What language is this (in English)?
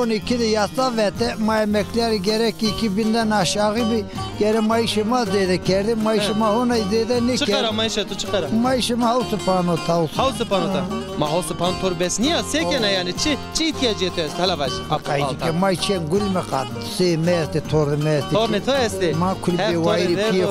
Zaza